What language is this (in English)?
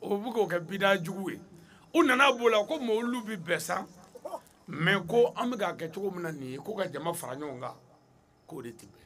Bambara